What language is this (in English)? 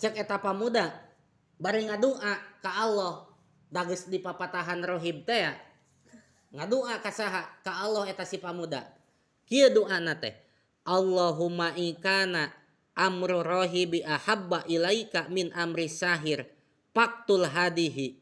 Sundanese